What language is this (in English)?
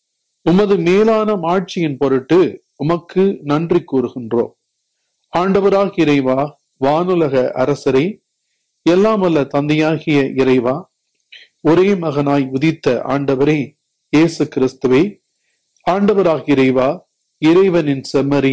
Tamil